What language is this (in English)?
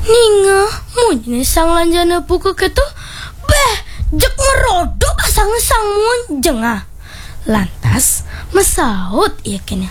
Balinese